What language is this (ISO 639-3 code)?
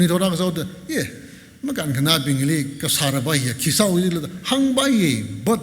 nmf